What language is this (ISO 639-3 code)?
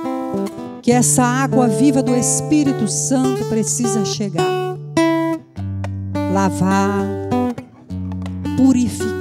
por